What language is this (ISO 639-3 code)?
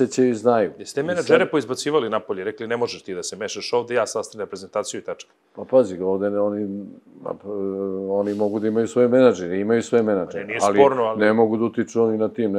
srp